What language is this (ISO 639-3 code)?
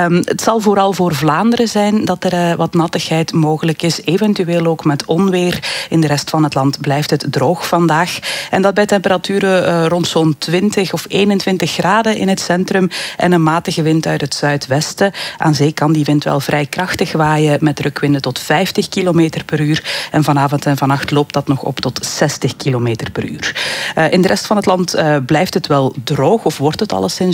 nld